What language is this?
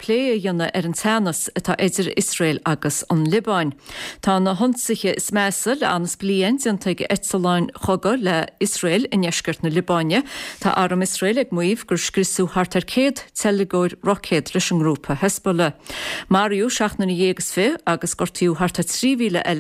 Irish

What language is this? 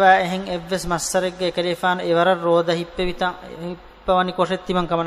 Divehi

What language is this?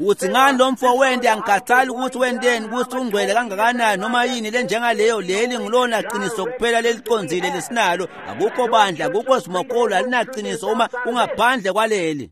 Swati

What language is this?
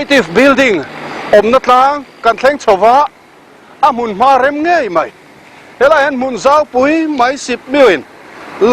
Mizo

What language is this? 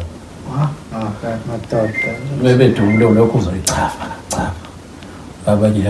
Zulu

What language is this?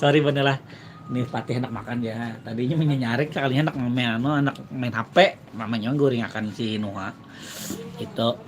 Banjar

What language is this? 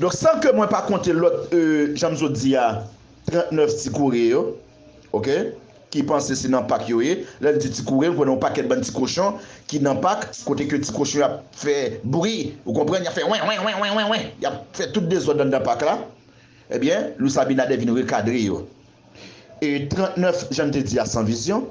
Haitian Creole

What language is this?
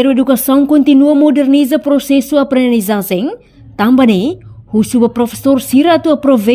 Tetum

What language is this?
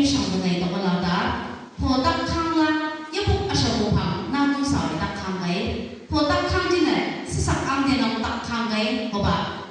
Chang Naga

